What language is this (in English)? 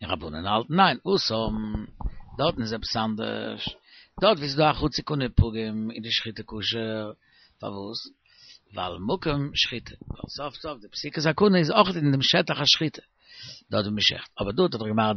Yiddish